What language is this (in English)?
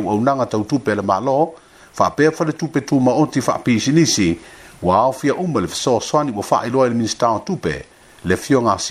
Samoan